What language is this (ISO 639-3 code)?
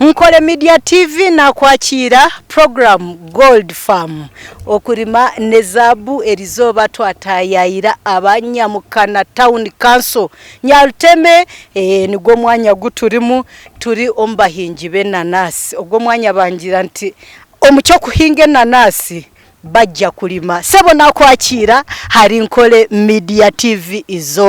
nyn